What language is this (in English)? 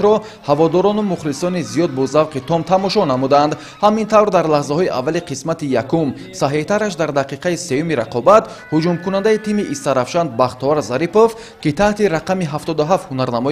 Tajik